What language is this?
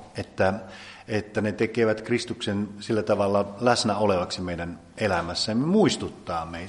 Finnish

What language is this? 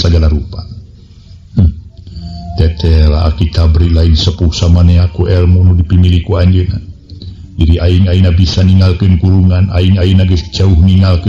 Sundanese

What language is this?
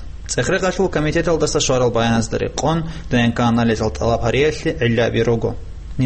Avaric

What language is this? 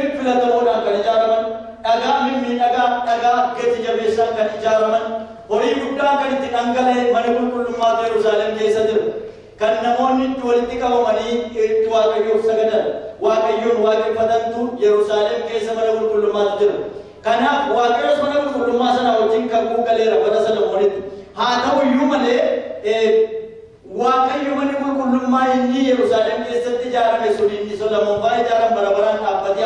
Oromo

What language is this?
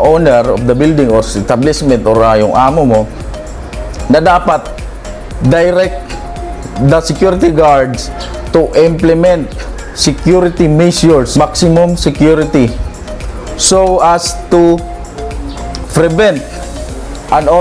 Filipino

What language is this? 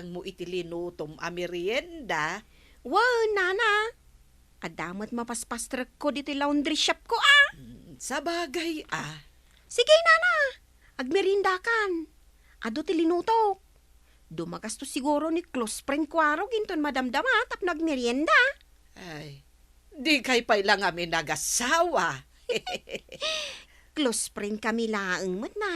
Iloko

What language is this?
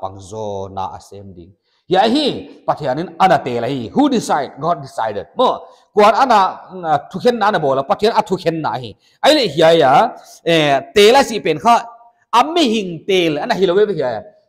Paite Chin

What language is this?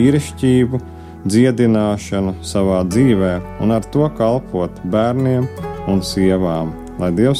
Latvian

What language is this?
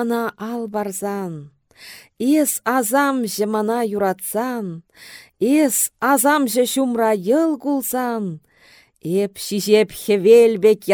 Chuvash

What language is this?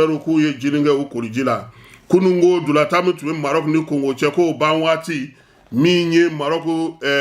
Bambara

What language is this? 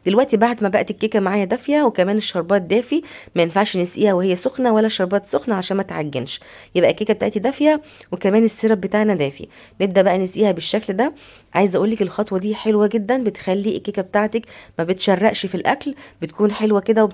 Egyptian Arabic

